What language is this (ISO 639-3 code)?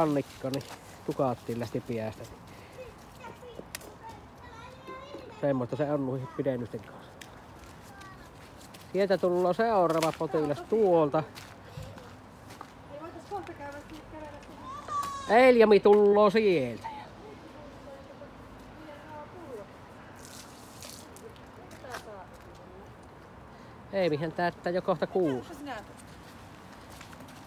fin